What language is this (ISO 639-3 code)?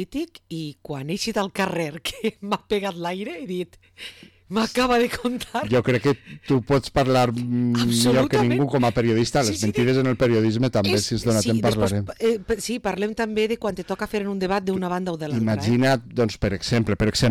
cat